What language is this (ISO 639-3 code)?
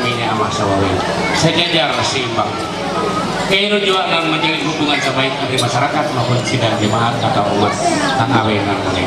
mhy